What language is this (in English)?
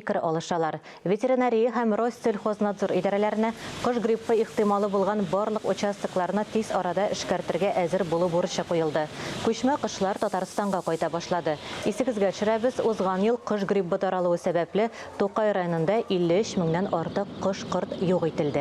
Tatar